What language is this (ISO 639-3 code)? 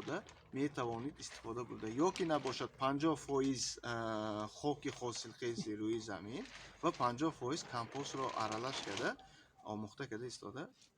tgk